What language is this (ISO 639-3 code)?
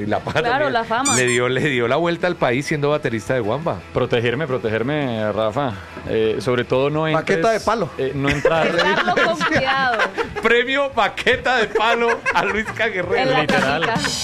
spa